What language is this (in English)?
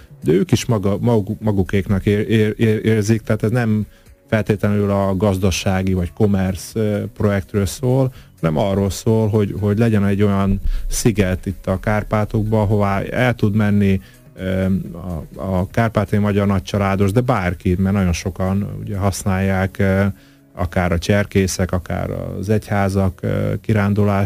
Hungarian